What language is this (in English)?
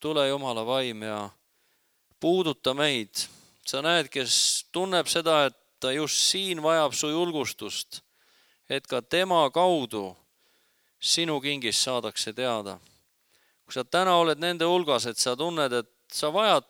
Estonian